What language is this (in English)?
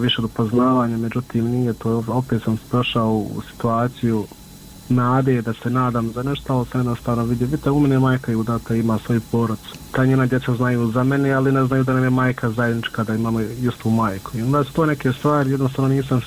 Bosnian